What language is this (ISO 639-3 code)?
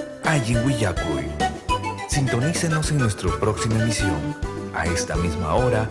quy